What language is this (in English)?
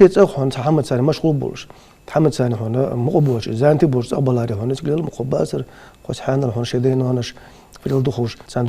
Ingush